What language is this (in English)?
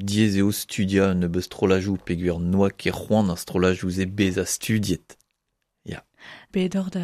Breton